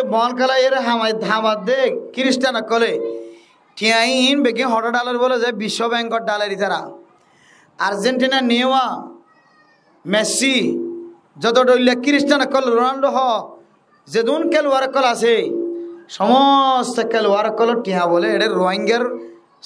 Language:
Rohingya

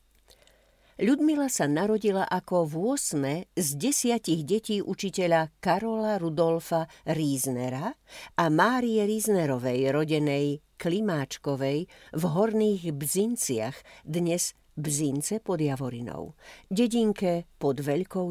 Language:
Slovak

